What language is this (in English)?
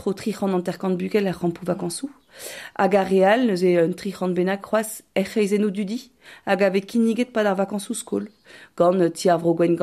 Breton